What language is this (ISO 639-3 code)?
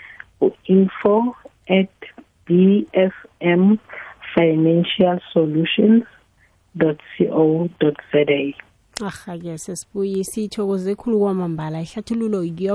nbl